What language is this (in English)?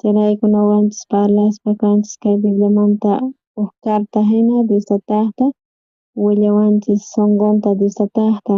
South Bolivian Quechua